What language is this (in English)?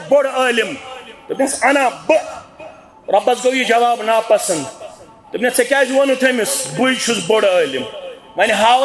Kashmiri